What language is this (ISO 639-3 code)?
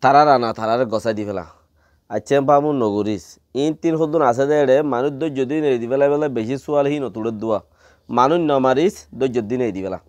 rhg